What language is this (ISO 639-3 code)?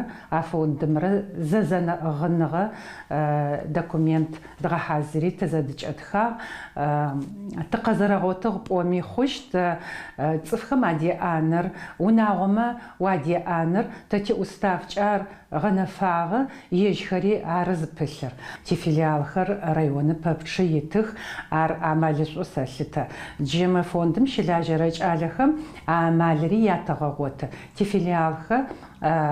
ady